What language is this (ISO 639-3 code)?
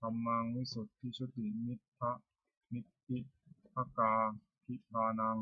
pli